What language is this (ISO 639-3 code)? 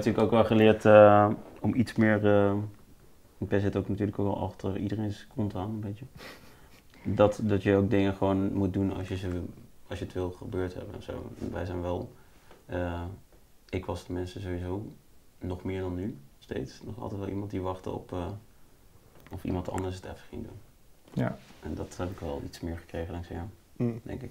nld